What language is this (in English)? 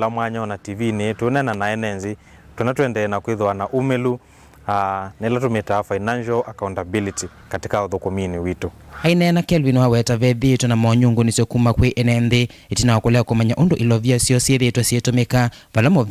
Kamba